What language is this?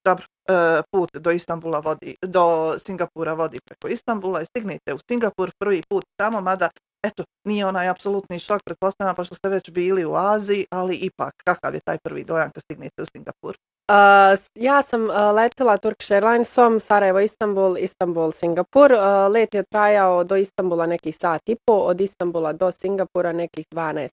Bosnian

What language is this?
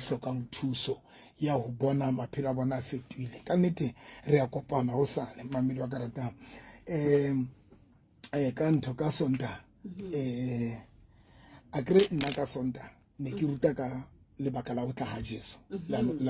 Southern Sotho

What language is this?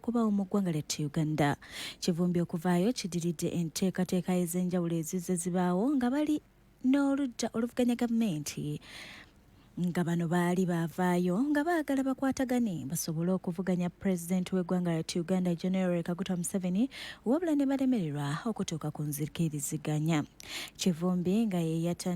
Ganda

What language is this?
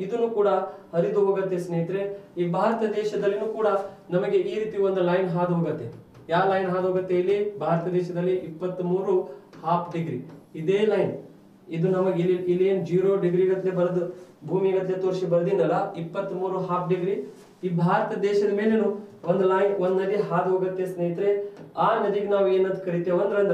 Kannada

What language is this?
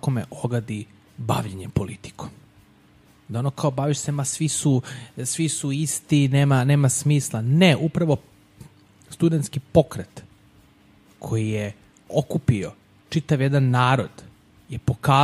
Serbian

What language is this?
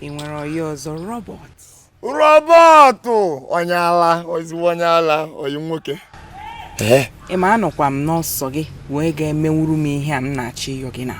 Igbo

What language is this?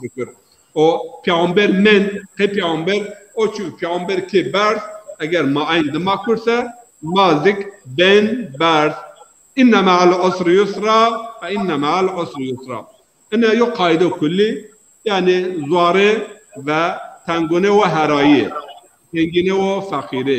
Zaza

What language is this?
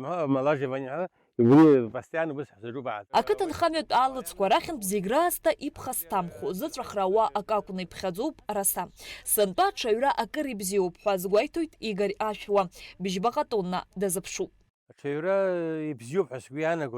Abkhazian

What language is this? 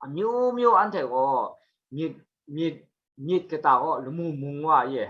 Kachin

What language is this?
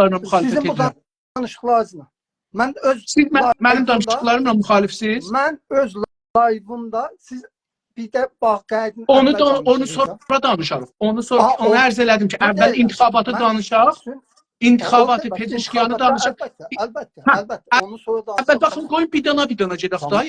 South Azerbaijani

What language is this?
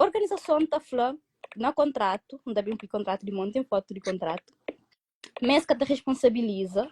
Kabuverdianu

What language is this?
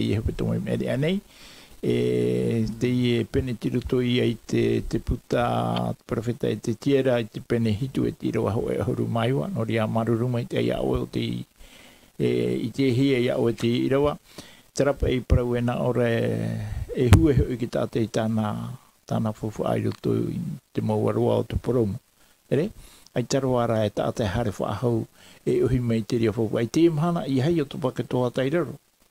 Tahitian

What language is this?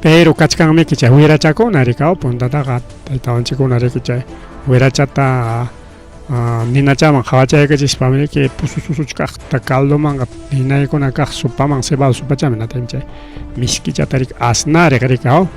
Ayacucho Quechua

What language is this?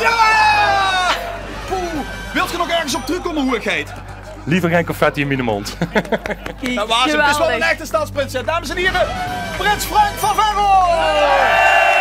Limburgish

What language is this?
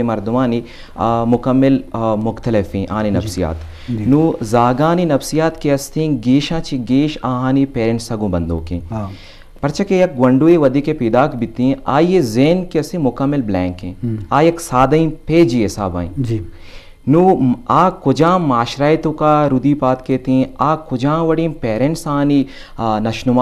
Eastern Balochi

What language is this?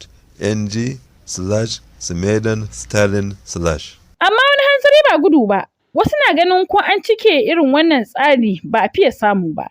Hausa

